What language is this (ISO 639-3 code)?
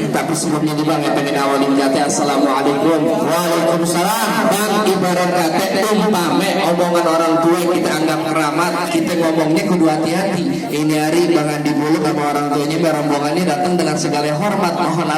bew